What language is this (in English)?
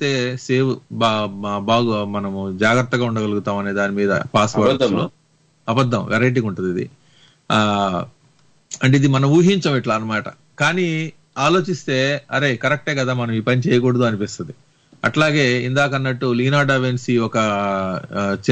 Telugu